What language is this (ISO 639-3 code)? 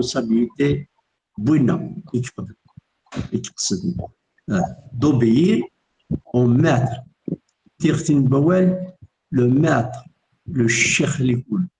kab